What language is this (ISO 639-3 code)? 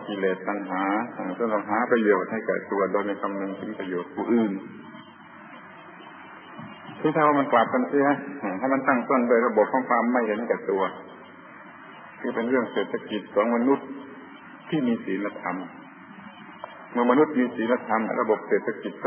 tha